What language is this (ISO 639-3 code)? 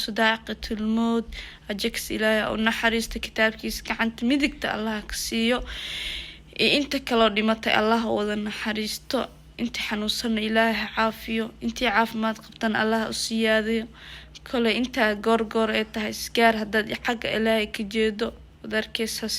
som